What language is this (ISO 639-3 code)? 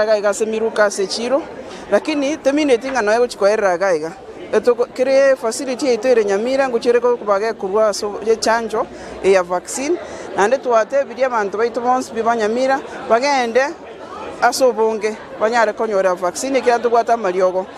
guz